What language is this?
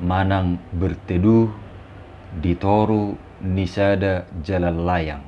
Batak Toba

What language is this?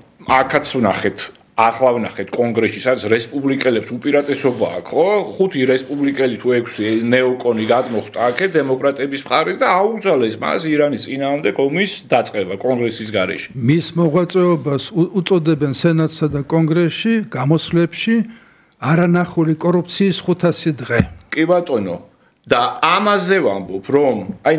Georgian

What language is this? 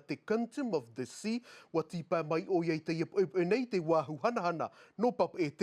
Tahitian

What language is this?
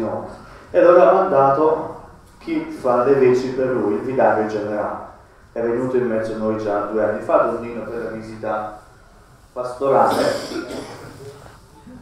Italian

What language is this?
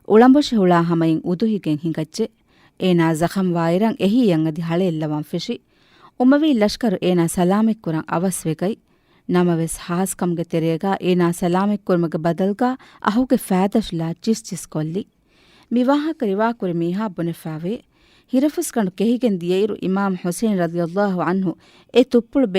Divehi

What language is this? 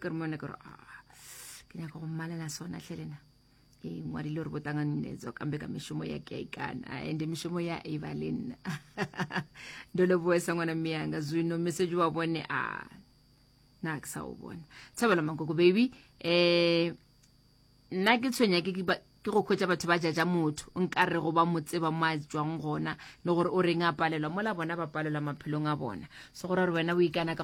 Northern Sotho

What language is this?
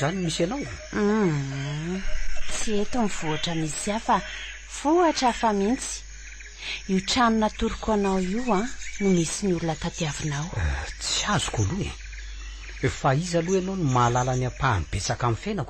Malagasy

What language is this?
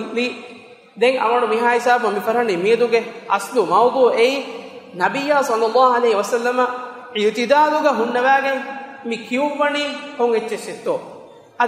Divehi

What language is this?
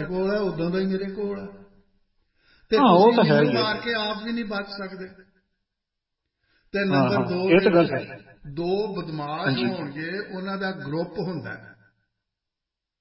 Punjabi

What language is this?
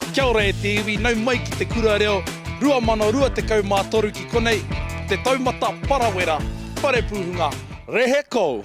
Māori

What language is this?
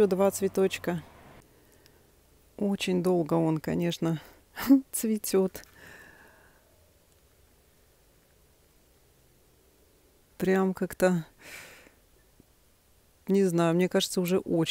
Russian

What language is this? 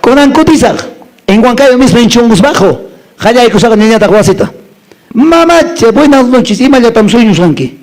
Quechua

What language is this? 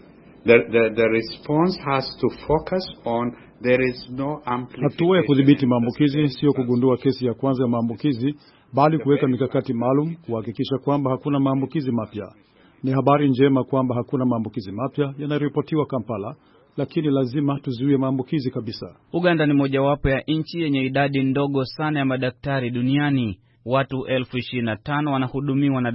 Swahili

